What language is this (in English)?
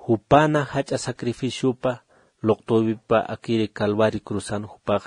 Aymara